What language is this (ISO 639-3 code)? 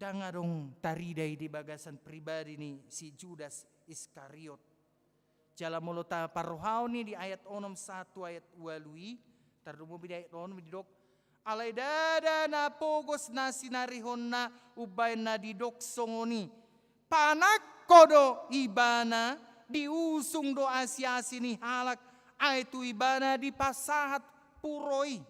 bbc